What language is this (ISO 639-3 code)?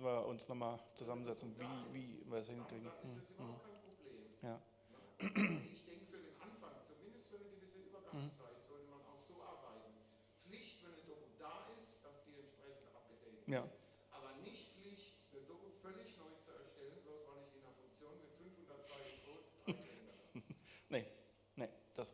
deu